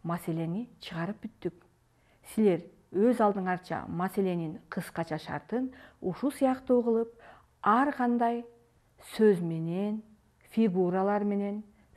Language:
Kyrgyz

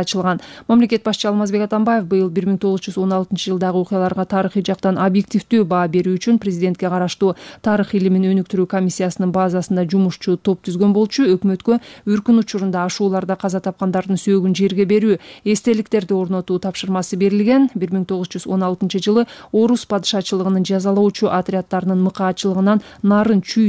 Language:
Kyrgyz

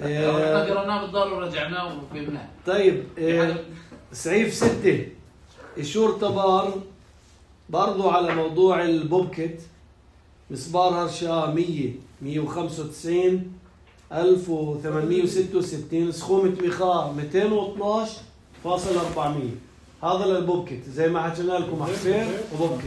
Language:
North Levantine Arabic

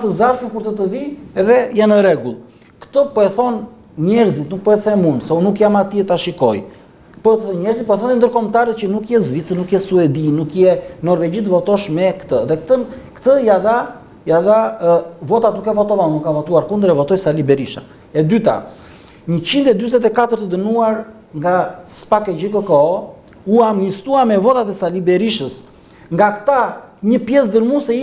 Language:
Albanian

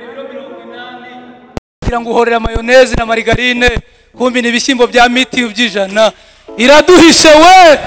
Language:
Kinyarwanda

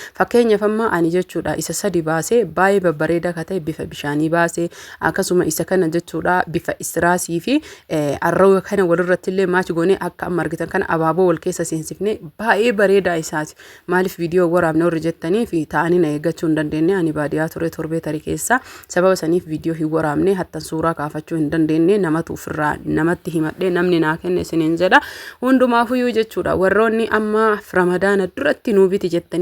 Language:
Oromo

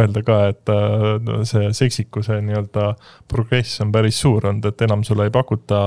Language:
Estonian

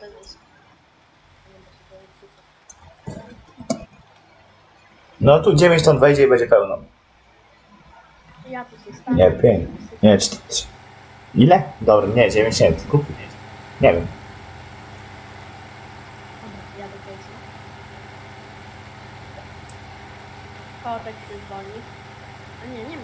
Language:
Polish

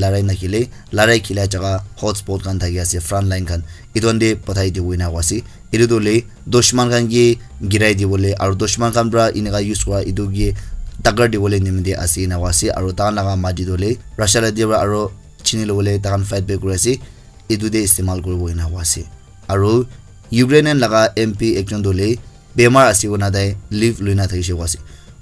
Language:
Naga Pidgin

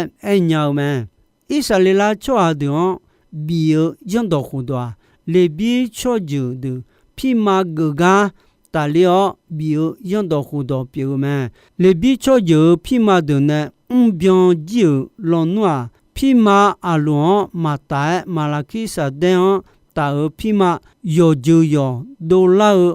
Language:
Akha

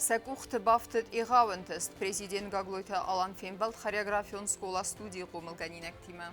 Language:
Ossetic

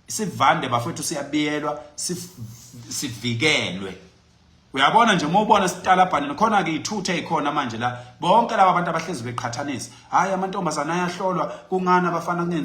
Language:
Zulu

